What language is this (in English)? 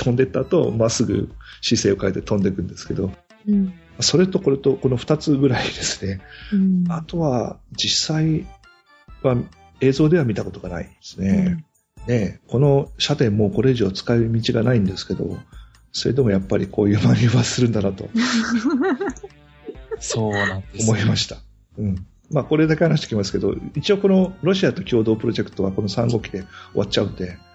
Japanese